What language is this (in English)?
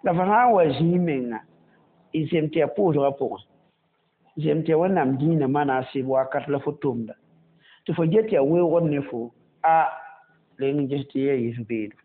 Mossi